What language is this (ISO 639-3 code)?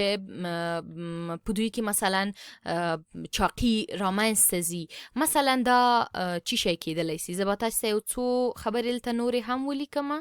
pus